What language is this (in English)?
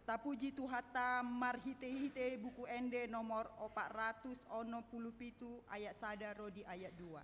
Batak Toba